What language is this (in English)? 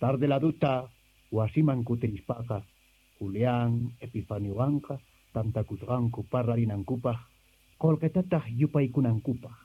Quechua